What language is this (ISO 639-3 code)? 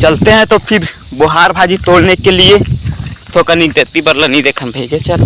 hne